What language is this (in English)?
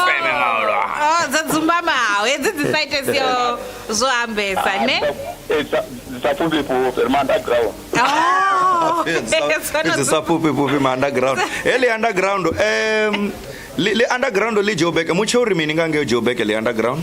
Venda